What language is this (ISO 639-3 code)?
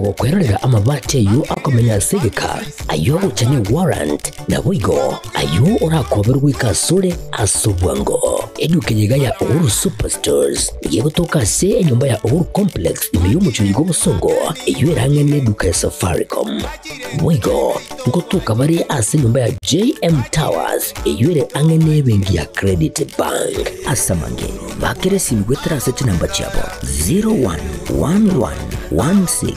guz